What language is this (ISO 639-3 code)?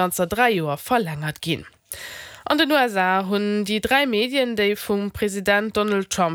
ltz